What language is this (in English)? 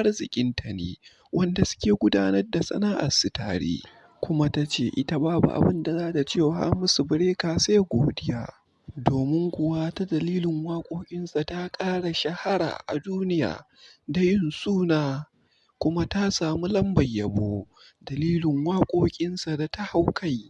Hausa